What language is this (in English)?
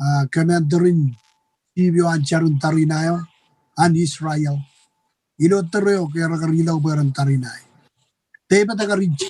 Marshallese